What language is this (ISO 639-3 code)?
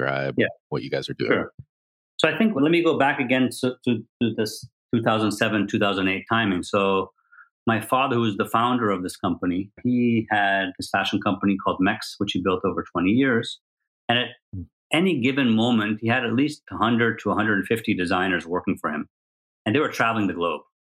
eng